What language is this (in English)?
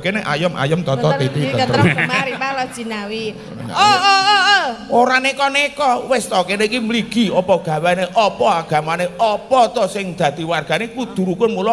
Javanese